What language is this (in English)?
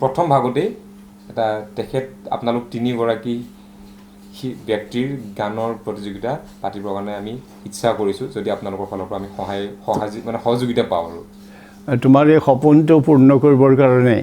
Assamese